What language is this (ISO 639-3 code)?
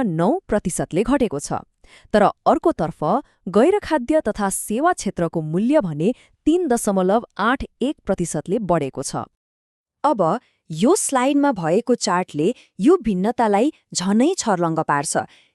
nep